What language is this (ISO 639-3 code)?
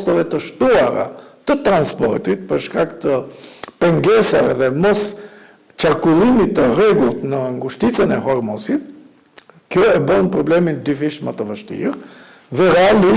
sqi